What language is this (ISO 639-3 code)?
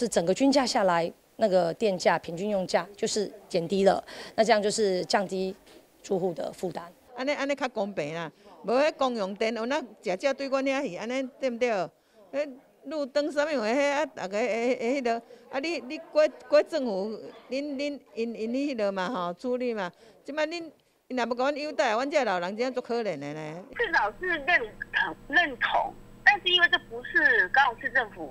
zho